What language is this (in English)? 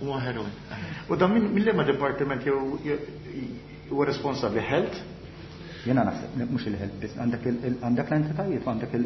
Maltese